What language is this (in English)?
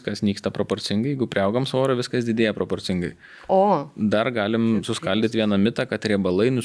Lithuanian